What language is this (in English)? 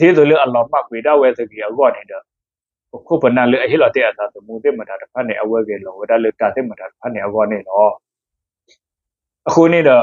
S'gaw Karen